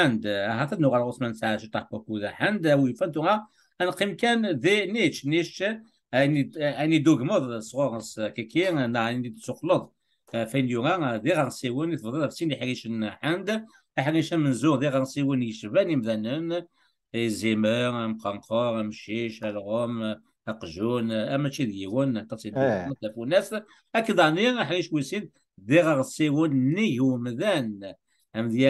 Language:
Kabyle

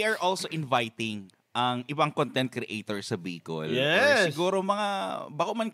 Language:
Bikol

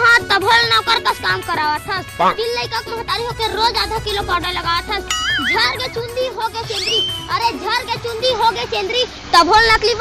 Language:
Chhattisgarhi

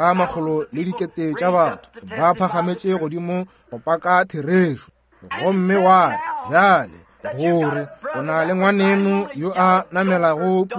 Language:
Northern Sotho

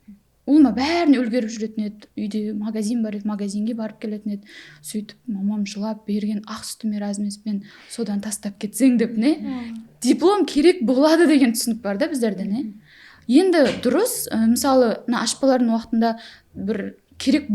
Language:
Kara-Kalpak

